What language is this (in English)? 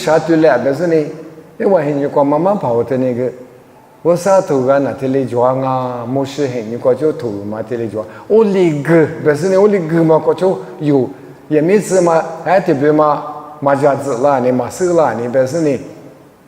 Lisu